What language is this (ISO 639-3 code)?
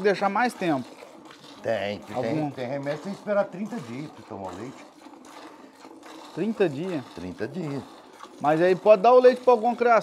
por